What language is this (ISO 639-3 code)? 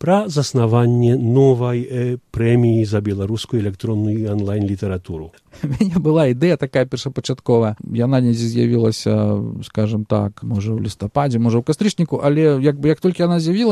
bel